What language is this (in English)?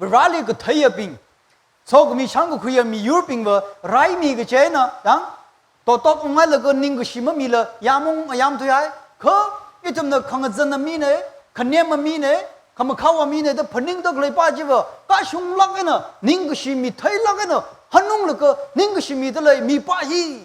Tangkhul Naga (India)